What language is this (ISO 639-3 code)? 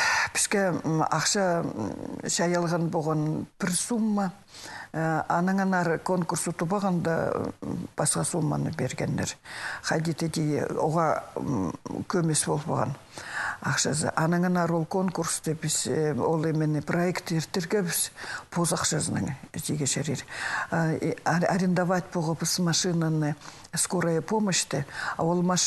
kjh